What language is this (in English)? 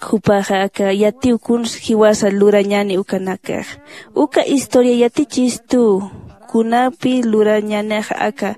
Aymara